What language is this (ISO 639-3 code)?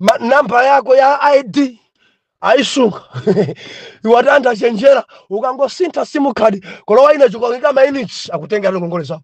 nya